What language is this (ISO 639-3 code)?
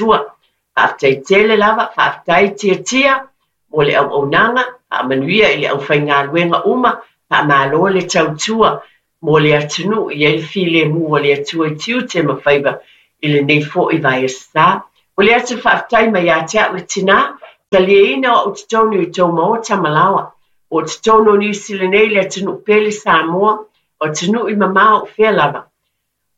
smo